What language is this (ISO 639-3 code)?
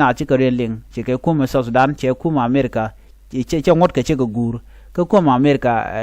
nus